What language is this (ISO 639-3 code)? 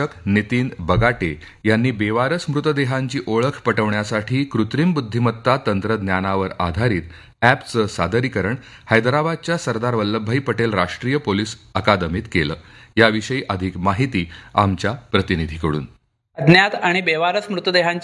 mar